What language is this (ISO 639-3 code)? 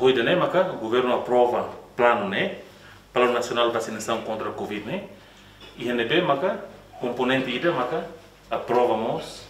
tet